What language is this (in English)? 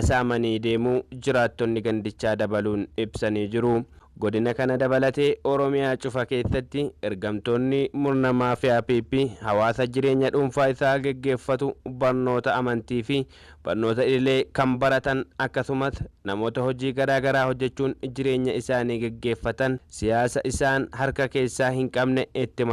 Oromo